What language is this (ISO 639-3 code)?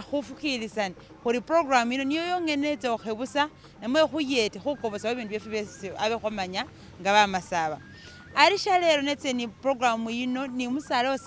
myx